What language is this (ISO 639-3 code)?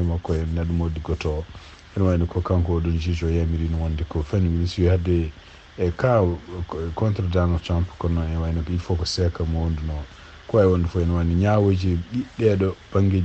ful